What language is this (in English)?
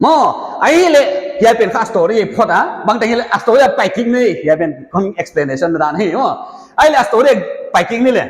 Paite Chin